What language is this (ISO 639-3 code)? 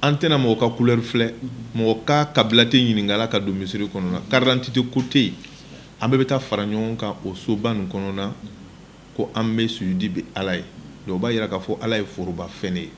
bam